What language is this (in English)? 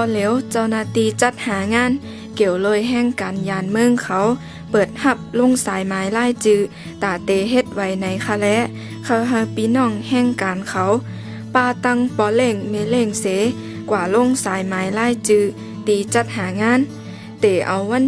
Shan